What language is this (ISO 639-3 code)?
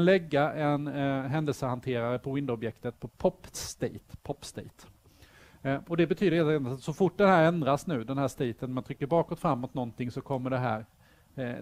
swe